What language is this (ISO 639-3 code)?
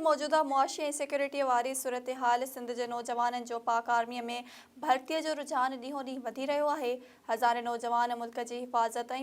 snd